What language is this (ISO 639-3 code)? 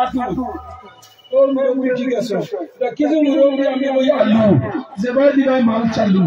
syl